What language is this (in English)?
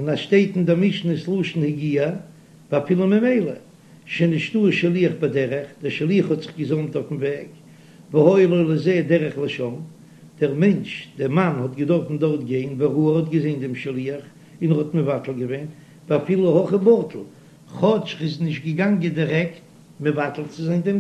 Yiddish